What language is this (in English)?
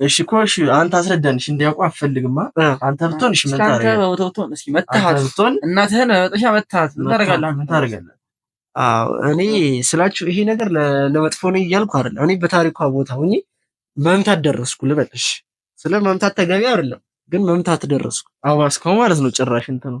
Amharic